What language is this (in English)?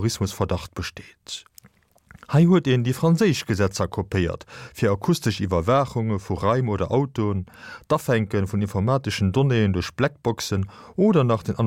Luxembourgish